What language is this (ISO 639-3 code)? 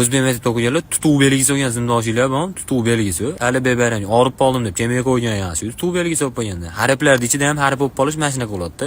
uzb